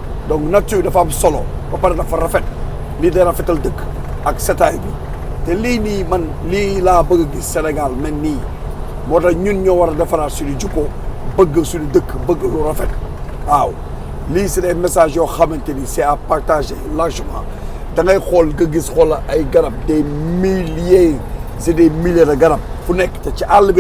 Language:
Wolof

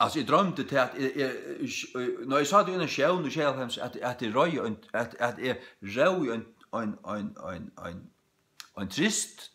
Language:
Faroese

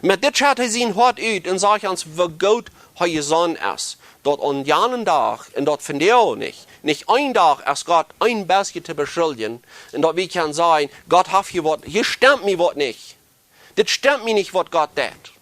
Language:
Plautdietsch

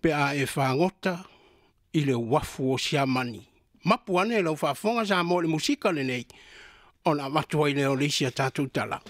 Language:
Samoan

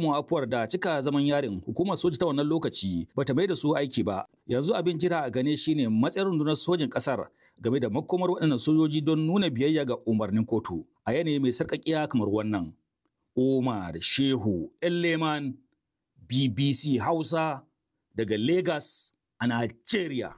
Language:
Hausa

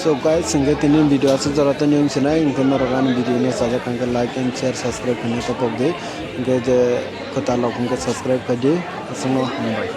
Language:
Kok Borok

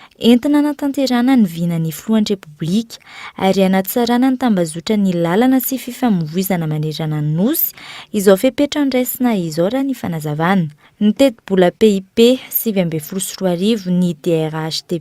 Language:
Malagasy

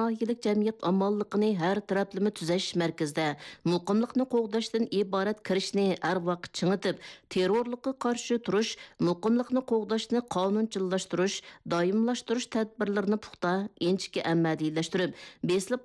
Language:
Uyghur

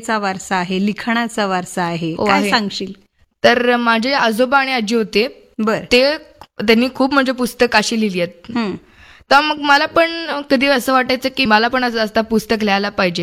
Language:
Marathi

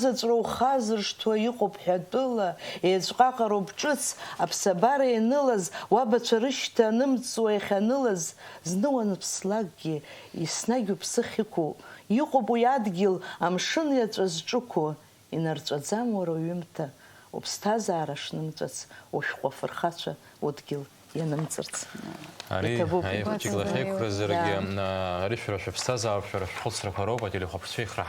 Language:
Abkhazian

